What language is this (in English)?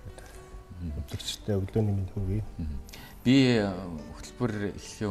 Mongolian